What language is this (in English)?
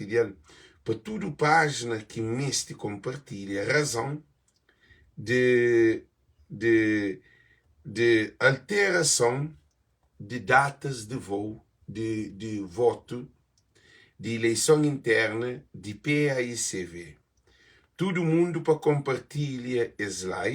Kabuverdianu